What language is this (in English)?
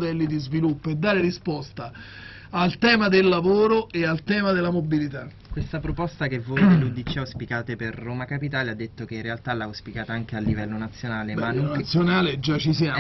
Italian